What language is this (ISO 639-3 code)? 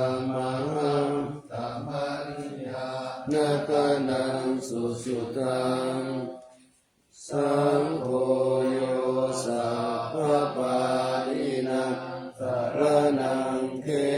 pli